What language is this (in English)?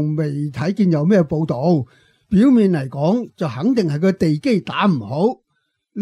Cantonese